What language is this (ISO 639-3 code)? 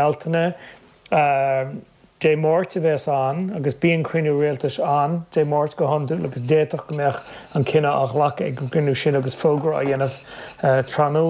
gle